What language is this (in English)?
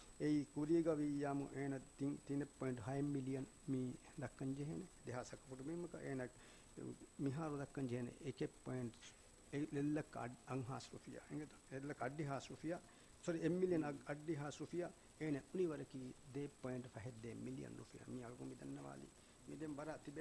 Divehi